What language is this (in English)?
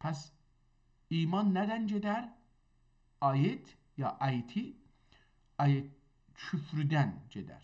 South Azerbaijani